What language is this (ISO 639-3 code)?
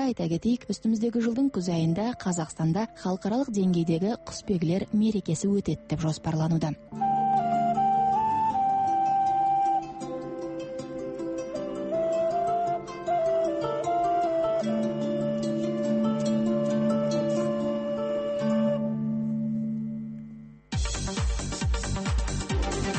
kaz